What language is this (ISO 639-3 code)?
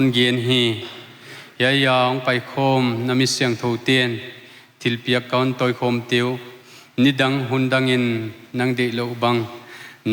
pck